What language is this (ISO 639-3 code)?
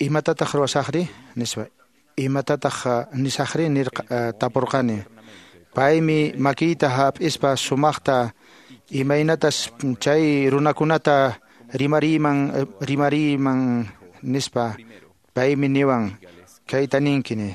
que